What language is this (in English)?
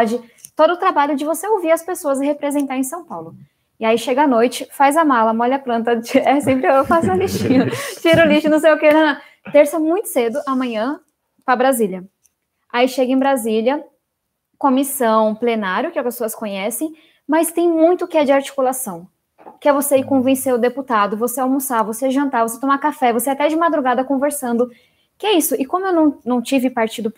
Portuguese